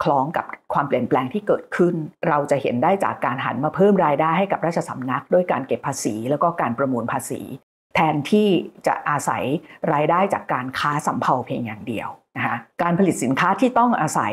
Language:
Thai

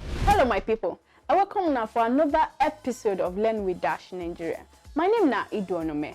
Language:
Nigerian Pidgin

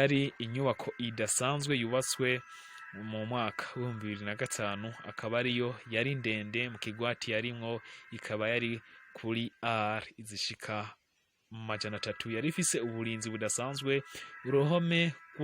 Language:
Rundi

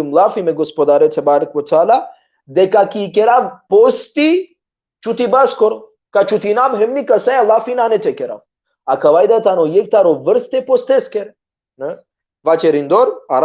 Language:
Balkan Romani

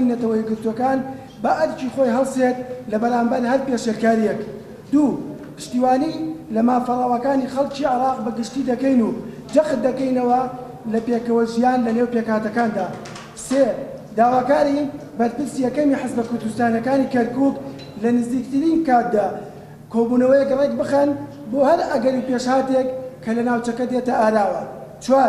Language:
Central Kurdish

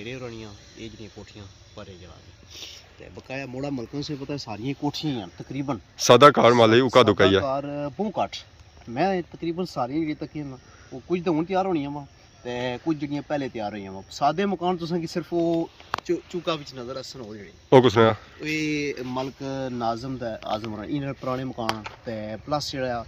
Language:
Pahari-Potwari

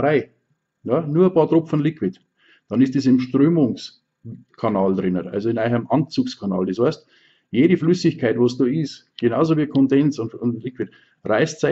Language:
Bavarian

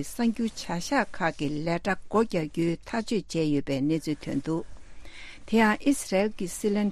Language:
Tibetan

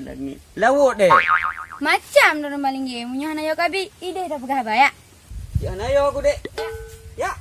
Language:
Achinese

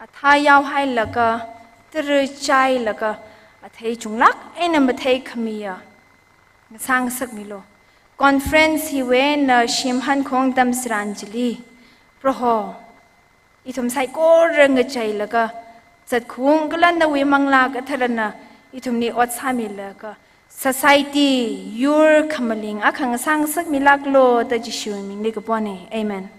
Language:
Tangkhul Naga (India)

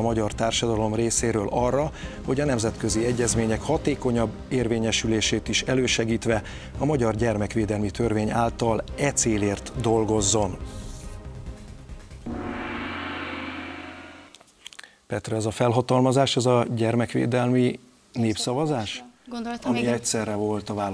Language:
Hungarian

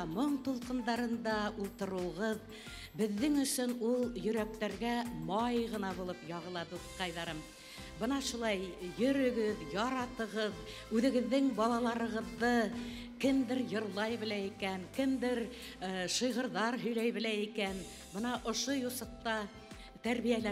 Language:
Bashkir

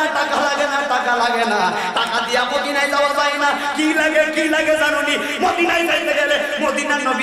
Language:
Bangla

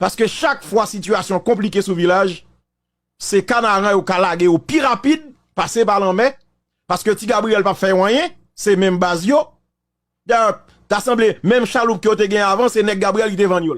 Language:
Haitian Creole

